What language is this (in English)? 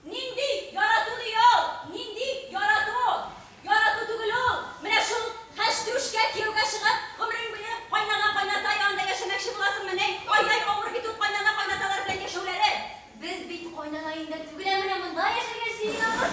Tatar